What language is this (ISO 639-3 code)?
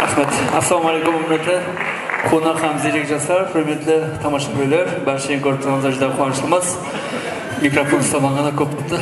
kaa